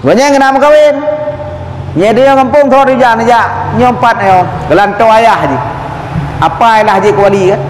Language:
Achinese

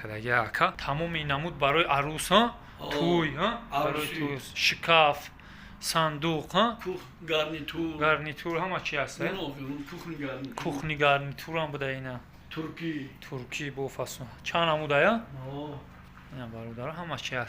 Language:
Tajik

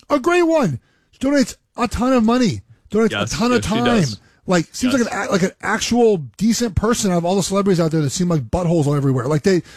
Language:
English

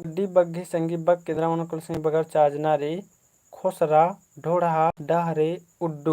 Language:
Kurukh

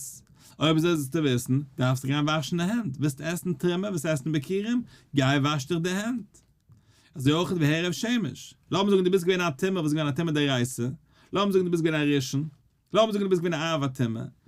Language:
Yiddish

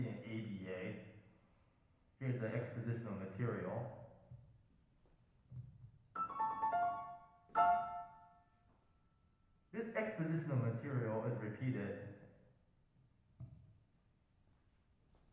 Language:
English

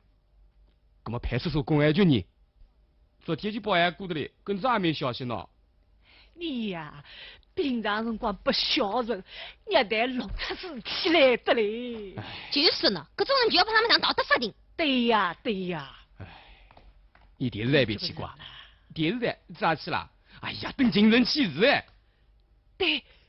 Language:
Wu Chinese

